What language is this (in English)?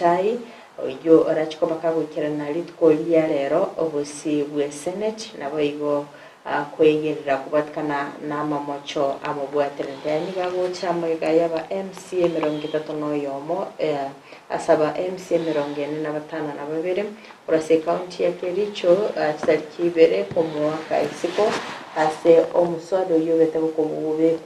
Gusii